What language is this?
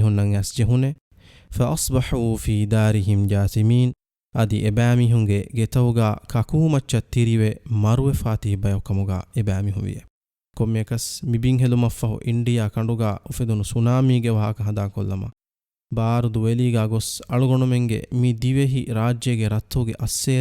Divehi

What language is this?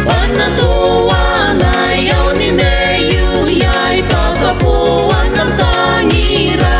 Gilbertese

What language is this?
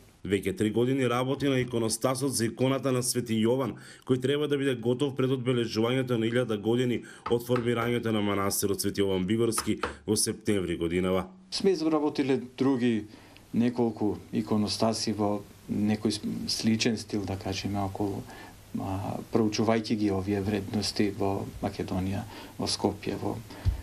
Macedonian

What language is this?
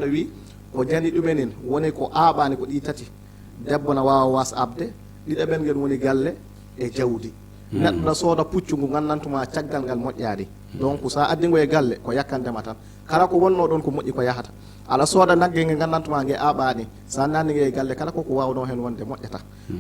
Fula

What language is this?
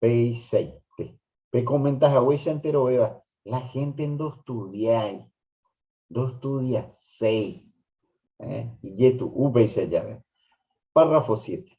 Guarani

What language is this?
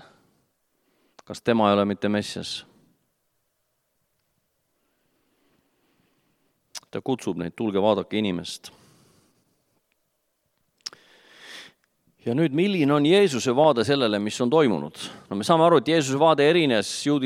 Estonian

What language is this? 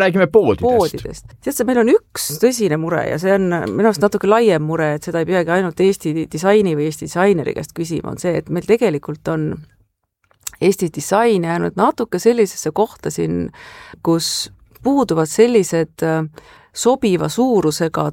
Estonian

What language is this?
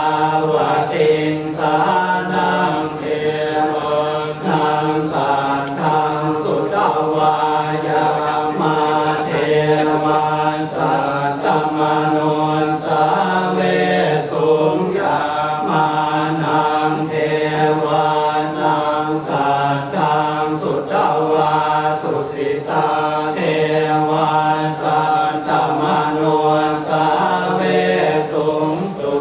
Pali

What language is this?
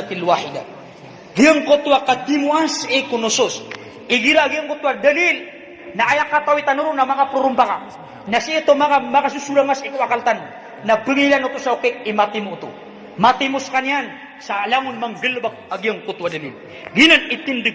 Maranao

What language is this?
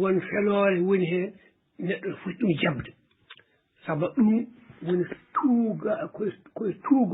Fula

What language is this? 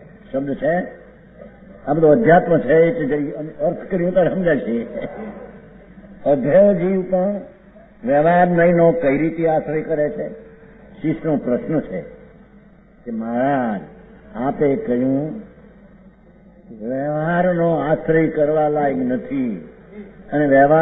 Gujarati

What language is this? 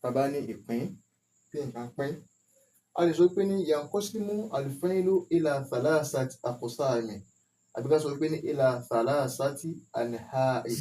Yoruba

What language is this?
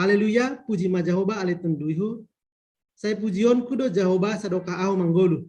Batak Simalungun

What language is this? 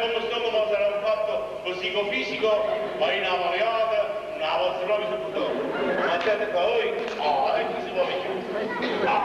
Neapolitan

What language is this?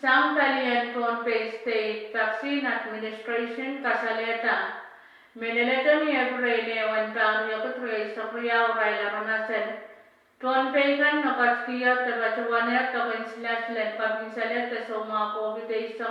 Pohnpeian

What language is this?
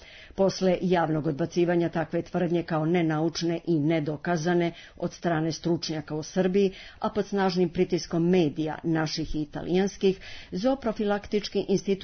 Serbian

